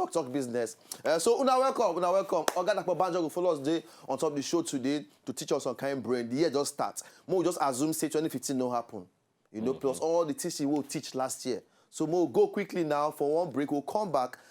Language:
Nigerian Pidgin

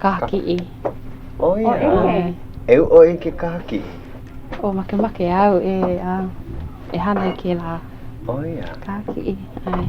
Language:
Hawaiian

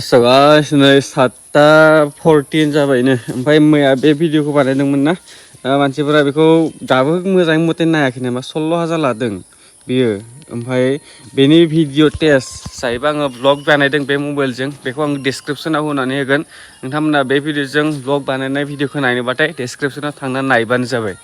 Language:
Bodo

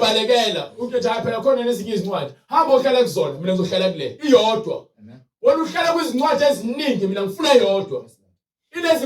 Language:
Zulu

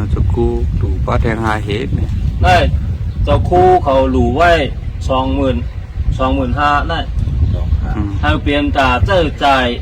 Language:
Shan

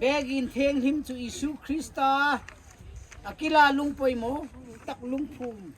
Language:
Hmar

